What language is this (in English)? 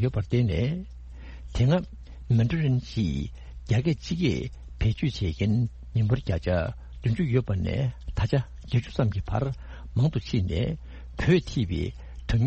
Tibetan